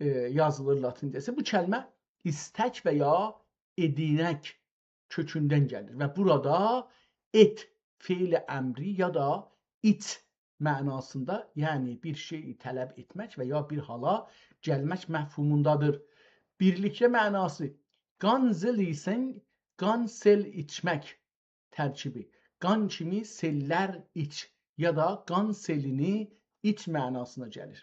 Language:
South Azerbaijani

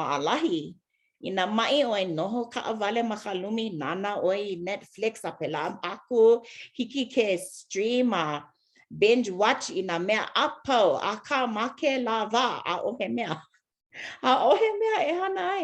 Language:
Hawaiian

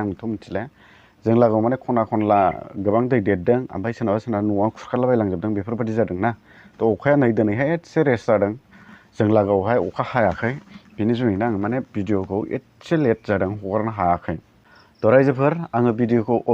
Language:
Bodo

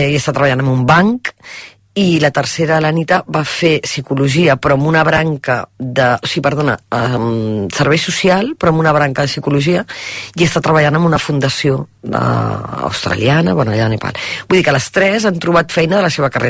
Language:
Catalan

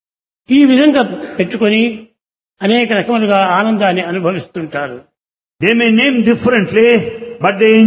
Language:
Telugu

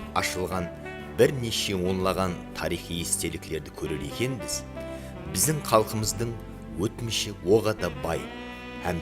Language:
Kara-Kalpak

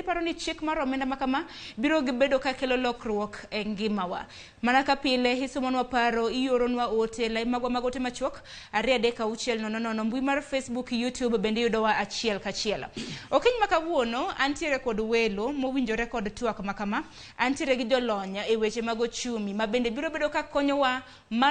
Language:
Luo (Kenya and Tanzania)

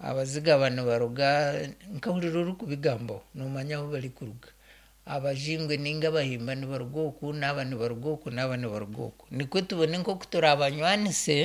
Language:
Nyankole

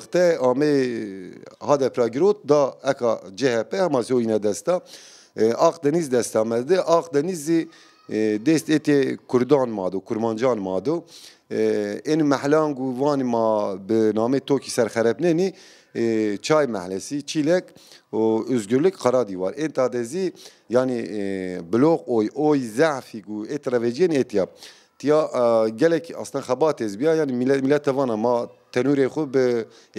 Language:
Zaza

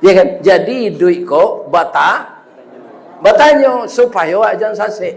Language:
Minangkabau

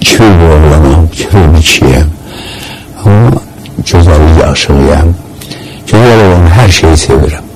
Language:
Azerbaijani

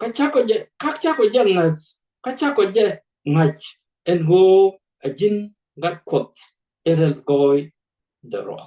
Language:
Nuer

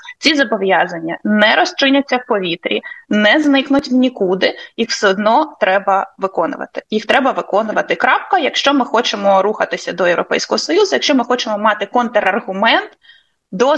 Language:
Ukrainian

